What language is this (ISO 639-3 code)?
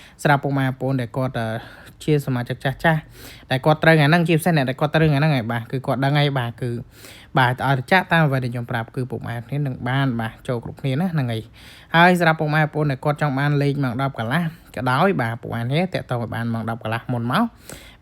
khm